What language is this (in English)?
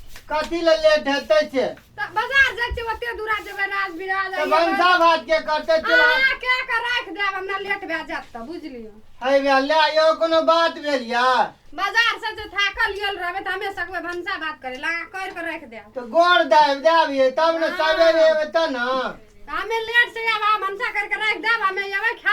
Maithili